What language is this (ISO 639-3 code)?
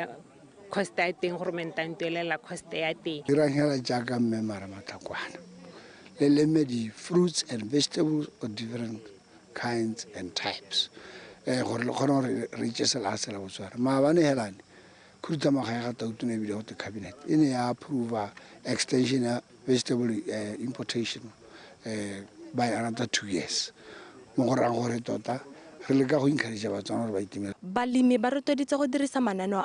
tsn